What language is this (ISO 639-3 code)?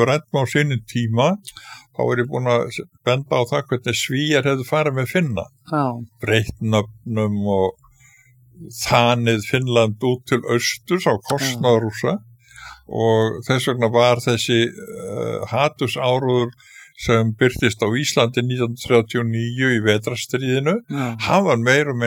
isl